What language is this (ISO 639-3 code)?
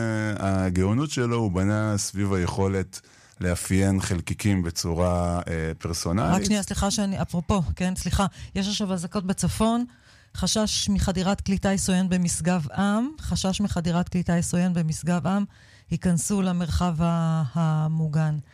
heb